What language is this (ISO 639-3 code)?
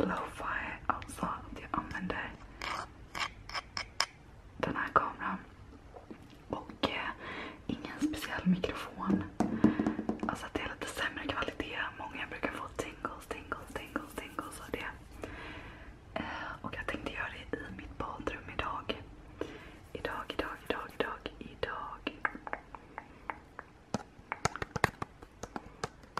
swe